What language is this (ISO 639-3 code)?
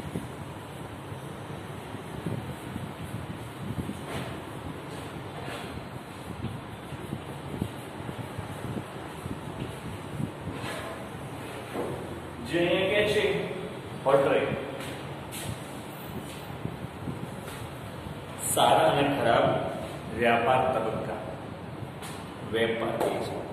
guj